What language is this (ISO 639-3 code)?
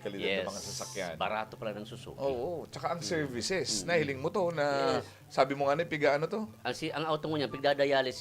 bik